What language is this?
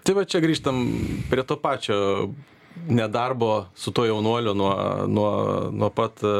Lithuanian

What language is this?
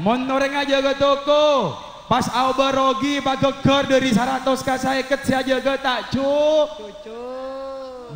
Madurese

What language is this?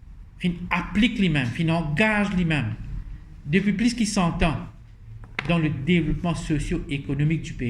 Morisyen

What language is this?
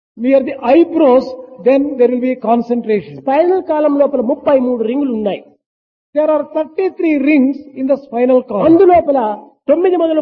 Telugu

